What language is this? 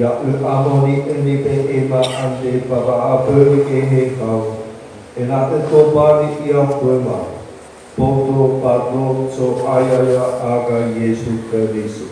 Nias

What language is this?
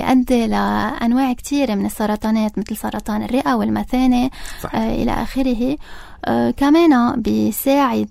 North Levantine Arabic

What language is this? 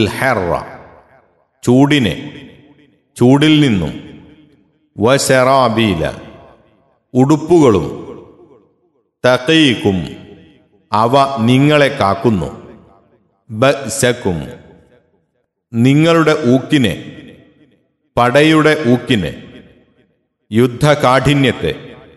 Malayalam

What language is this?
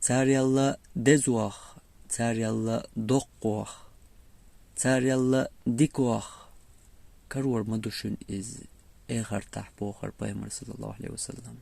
Chechen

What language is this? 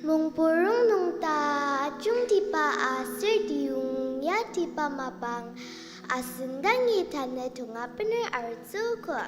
Ao Naga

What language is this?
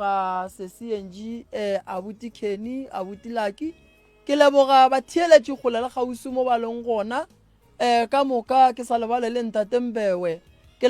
Northern Sotho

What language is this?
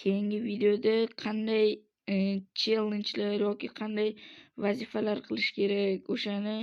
Uzbek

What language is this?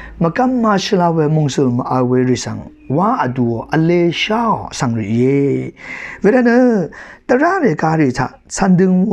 Rawang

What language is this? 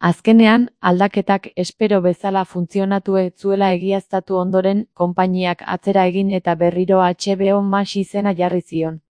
Basque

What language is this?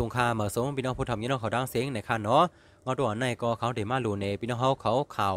Shan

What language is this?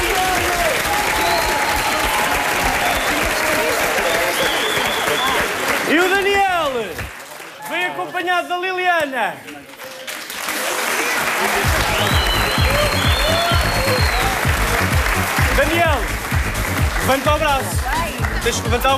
Portuguese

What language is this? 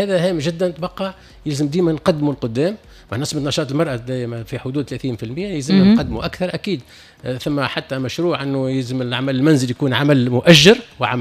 Tunisian Arabic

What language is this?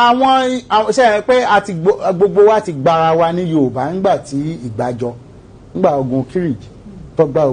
Yoruba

